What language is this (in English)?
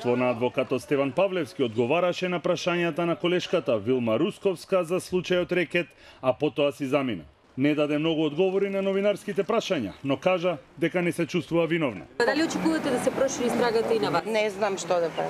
Macedonian